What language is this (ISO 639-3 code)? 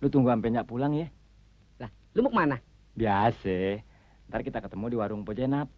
bew